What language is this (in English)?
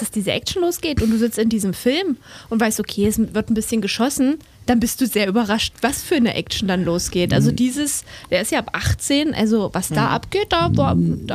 German